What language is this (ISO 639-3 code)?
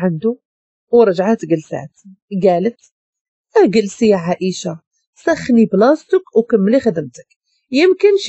ary